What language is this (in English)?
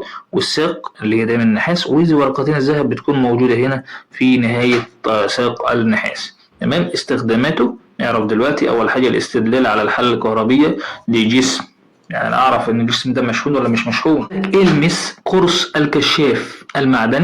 Egyptian Arabic